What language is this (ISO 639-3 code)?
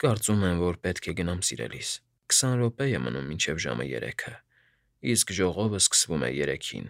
hye